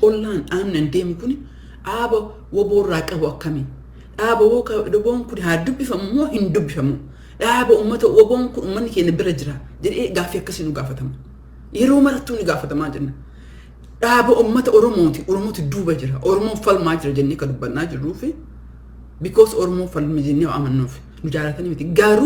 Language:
Oromo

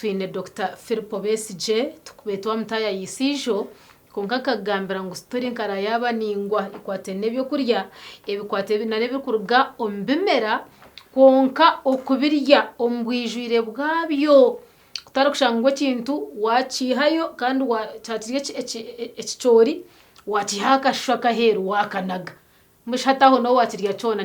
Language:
Nyankole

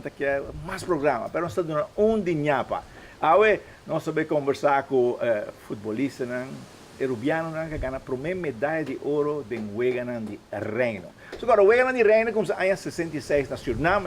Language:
Papiamento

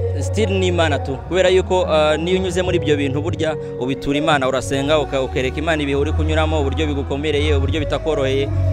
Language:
Kinyarwanda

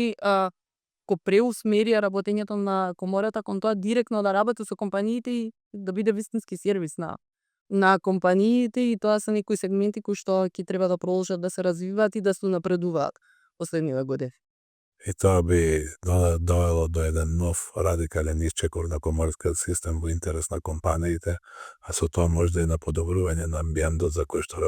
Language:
Macedonian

